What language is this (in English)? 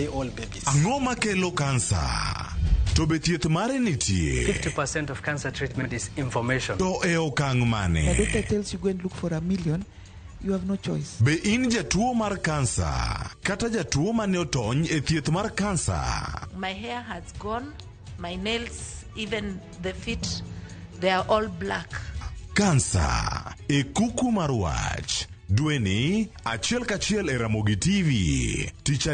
Luo (Kenya and Tanzania)